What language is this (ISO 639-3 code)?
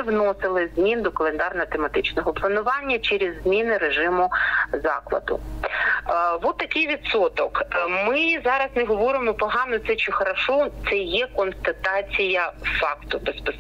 ukr